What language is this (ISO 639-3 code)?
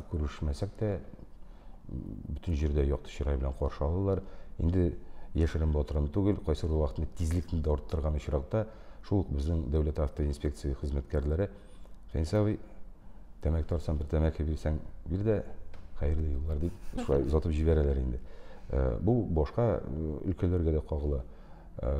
tat